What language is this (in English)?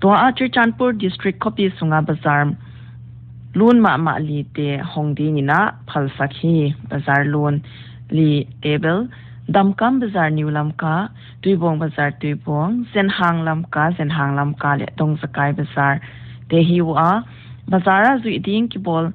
Paite Chin